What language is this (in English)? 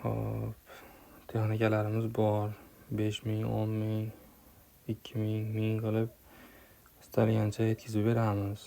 Uzbek